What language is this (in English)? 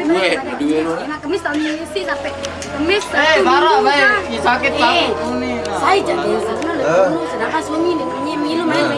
Sasak